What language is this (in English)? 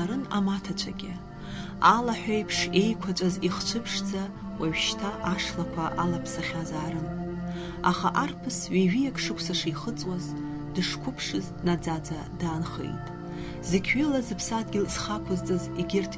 Abkhazian